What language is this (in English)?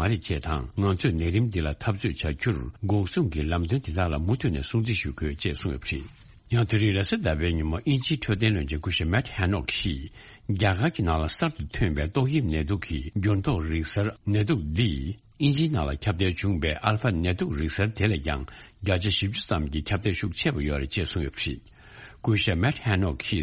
Tibetan